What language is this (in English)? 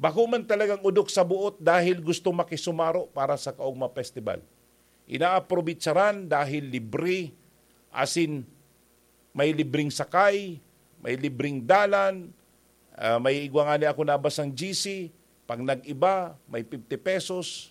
Bikol